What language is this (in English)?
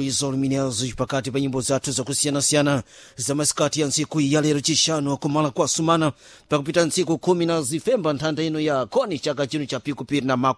Sena